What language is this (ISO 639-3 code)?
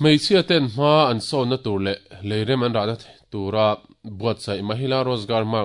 lus